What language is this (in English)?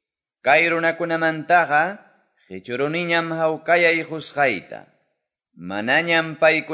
Quechua